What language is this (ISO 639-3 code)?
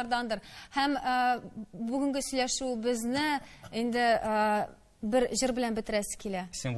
tat